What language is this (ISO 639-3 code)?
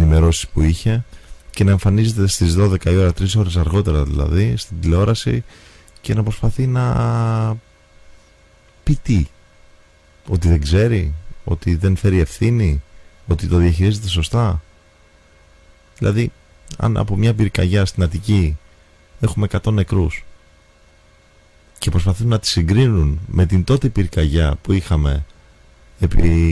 ell